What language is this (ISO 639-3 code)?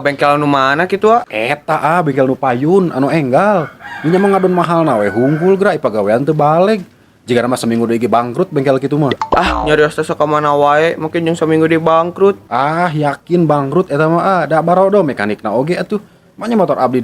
sun